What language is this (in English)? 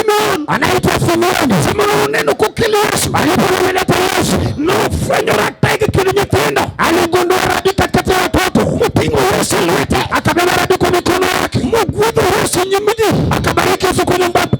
Luo (Kenya and Tanzania)